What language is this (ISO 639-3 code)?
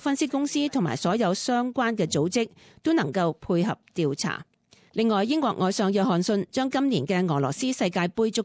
yue